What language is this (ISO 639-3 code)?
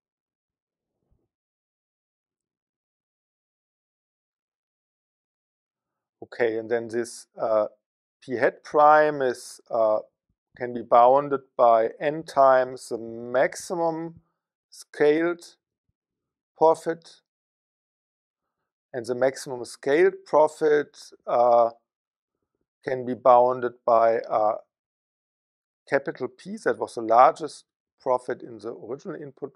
eng